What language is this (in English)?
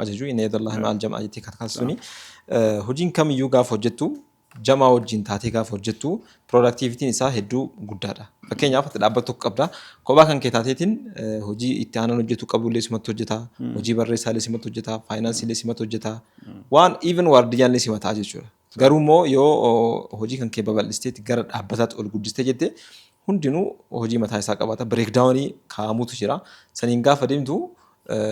Oromo